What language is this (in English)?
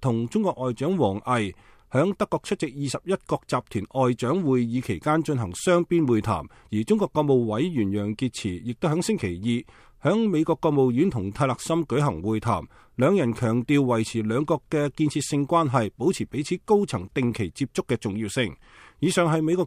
Cantonese